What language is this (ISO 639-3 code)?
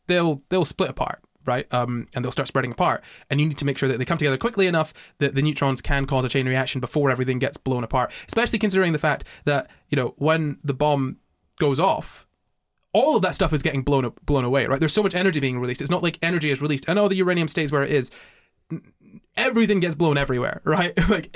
eng